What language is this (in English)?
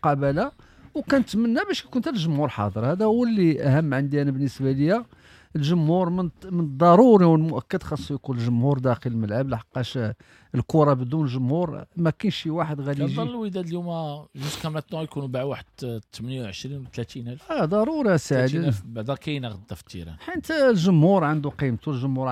Moroccan Arabic